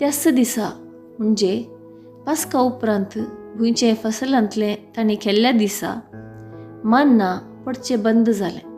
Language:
Konkani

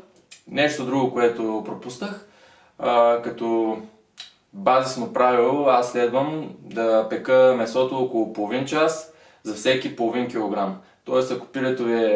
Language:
Bulgarian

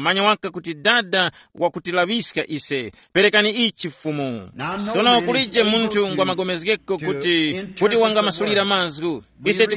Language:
Tumbuka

